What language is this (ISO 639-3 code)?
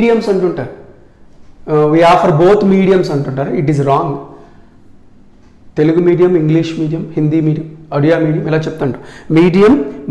tel